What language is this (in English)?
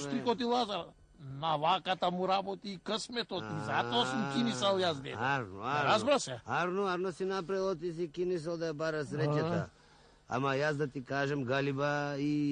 Macedonian